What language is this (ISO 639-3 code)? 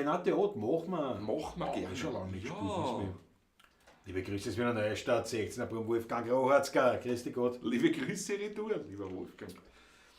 bar